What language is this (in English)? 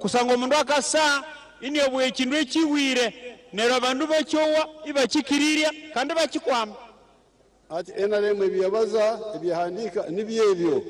Nyankole